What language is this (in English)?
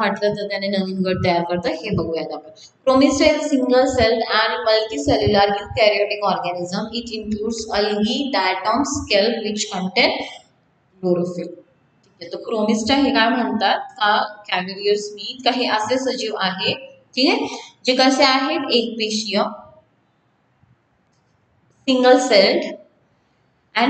Marathi